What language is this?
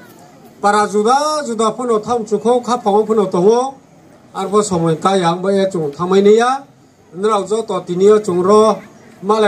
Riang (India)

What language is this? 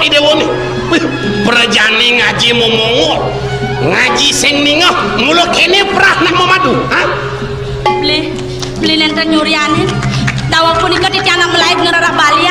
Balinese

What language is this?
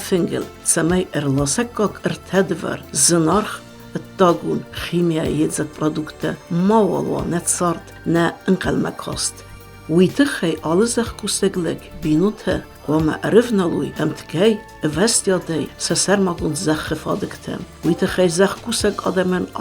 Ossetic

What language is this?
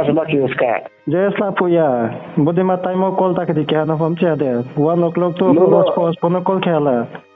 Riang (India)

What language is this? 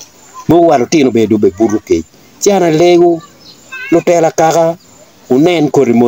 Acoli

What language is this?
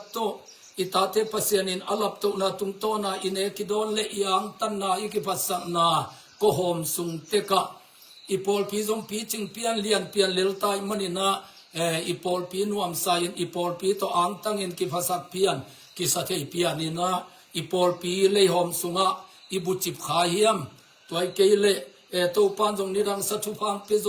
Tedim Chin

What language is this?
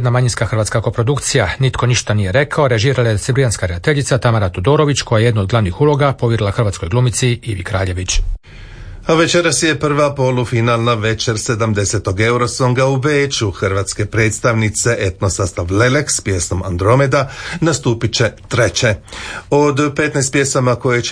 Croatian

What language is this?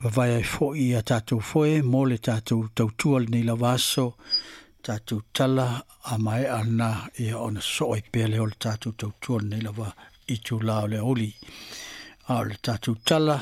Samoan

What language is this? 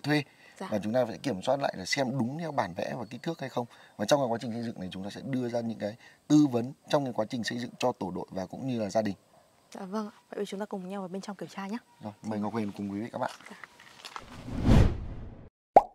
Vietnamese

